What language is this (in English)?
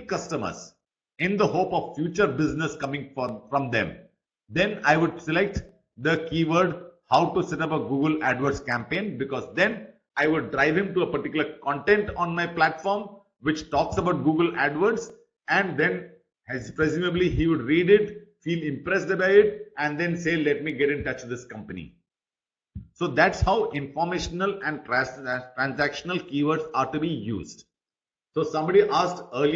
English